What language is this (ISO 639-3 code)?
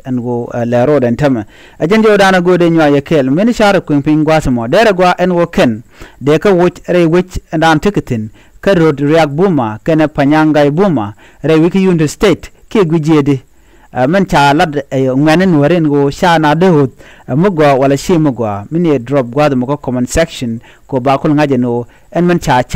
nus